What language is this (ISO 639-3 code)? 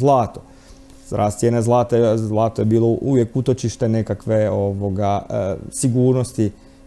hrv